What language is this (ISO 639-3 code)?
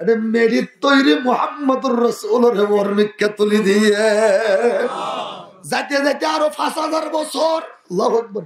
rhg